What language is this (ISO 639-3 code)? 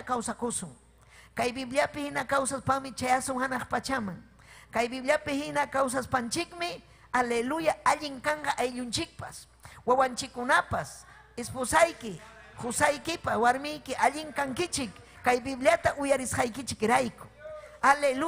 quy